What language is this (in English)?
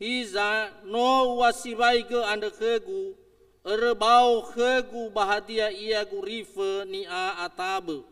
Nias